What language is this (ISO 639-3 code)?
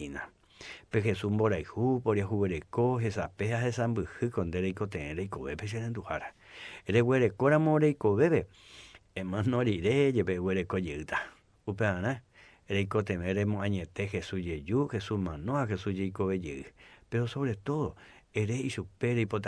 grn